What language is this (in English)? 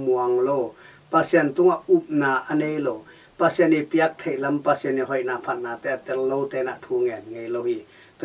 Tedim Chin